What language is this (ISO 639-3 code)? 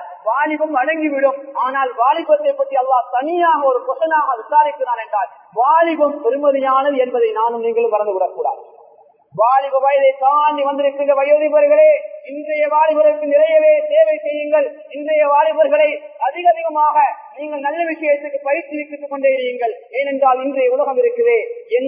tam